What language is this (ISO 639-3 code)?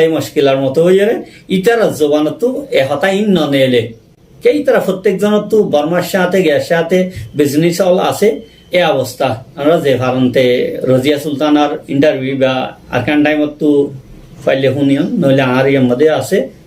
rhg